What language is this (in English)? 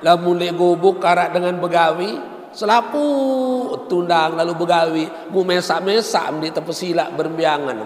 Sasak